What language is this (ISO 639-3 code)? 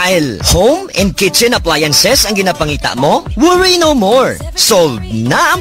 hil